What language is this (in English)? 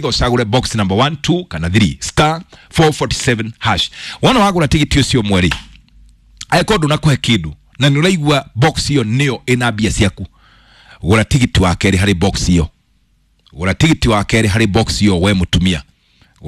Kikuyu